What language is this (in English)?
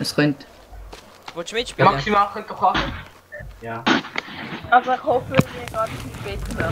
Swiss German